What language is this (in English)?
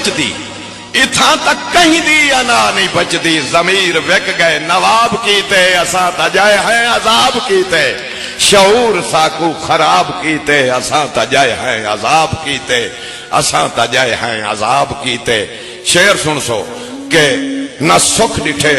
Saraiki